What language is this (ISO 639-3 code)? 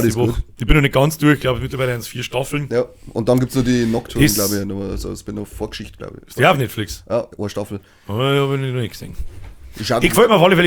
bar